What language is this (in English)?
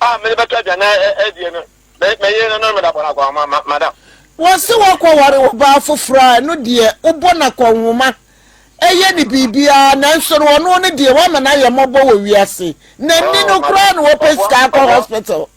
Akan